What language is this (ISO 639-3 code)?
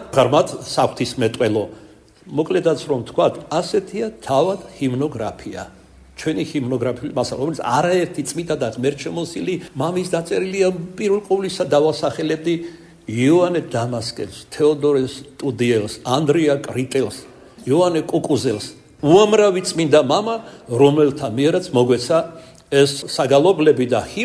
kat